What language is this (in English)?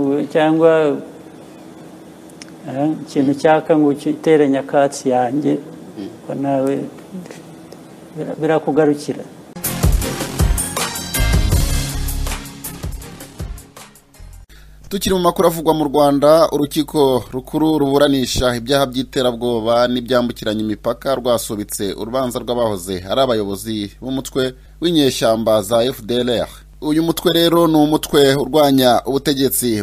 Kinyarwanda